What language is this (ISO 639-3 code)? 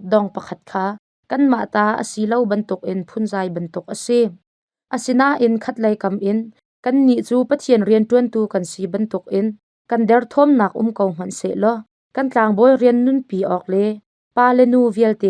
cnh